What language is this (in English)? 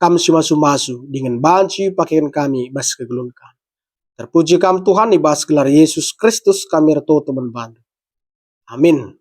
Batak Karo